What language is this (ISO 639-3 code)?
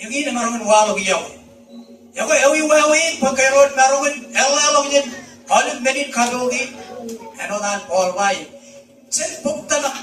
mah